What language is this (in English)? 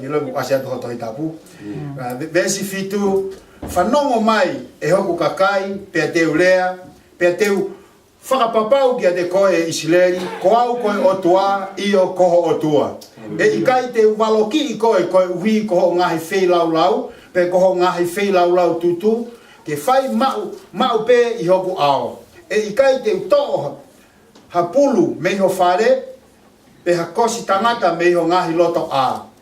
Tongan